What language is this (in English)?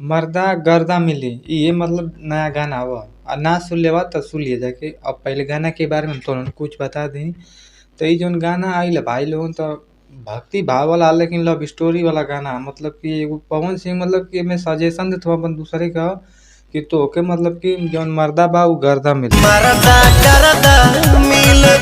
Bhojpuri